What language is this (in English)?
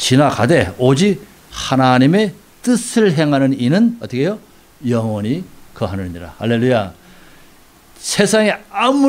Korean